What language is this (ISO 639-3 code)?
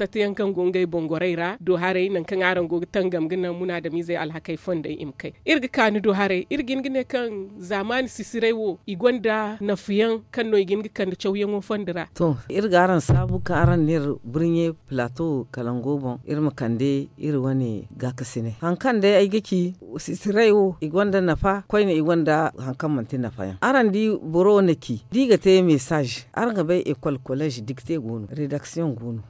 dje